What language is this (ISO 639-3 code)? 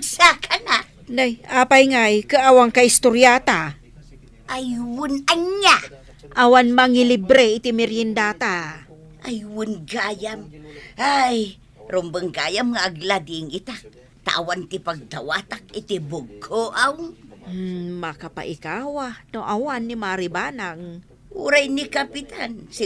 ilo